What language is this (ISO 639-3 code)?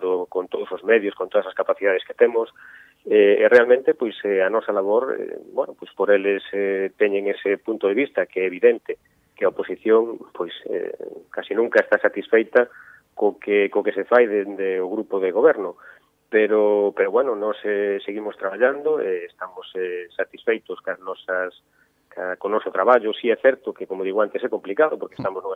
glg